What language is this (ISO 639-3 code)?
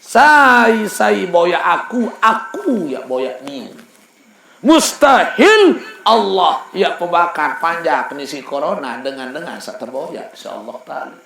sas